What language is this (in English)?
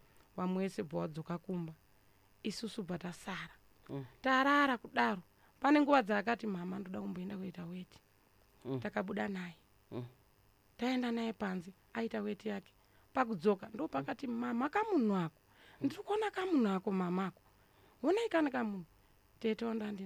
Shona